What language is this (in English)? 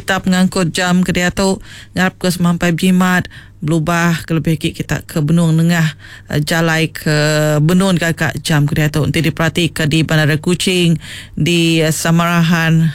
Iban